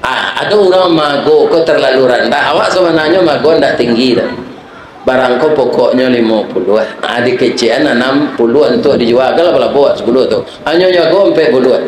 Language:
Minangkabau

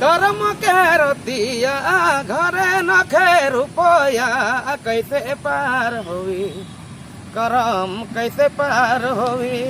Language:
Sadri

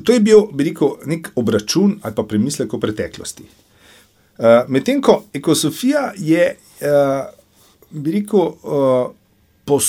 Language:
Slovenian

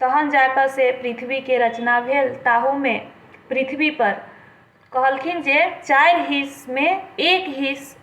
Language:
Maithili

